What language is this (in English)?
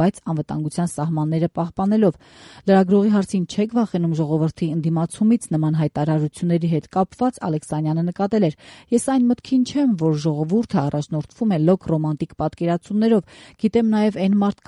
Armenian